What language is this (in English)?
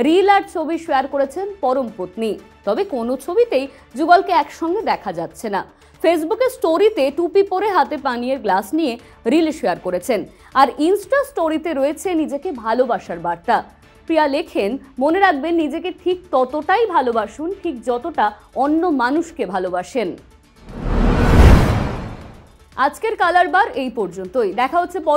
Bangla